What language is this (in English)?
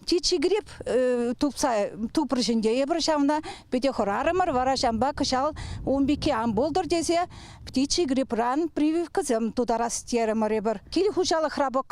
Chuvash